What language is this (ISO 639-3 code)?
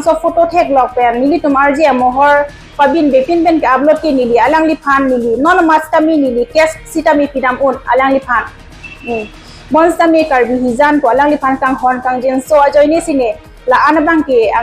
mjw